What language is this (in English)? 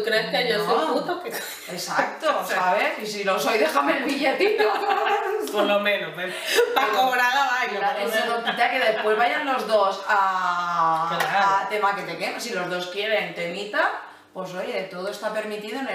Spanish